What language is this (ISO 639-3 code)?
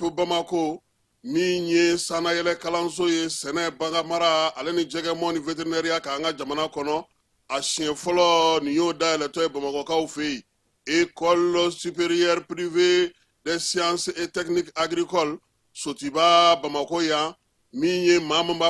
bam